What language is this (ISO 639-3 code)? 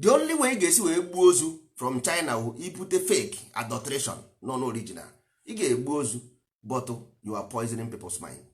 ibo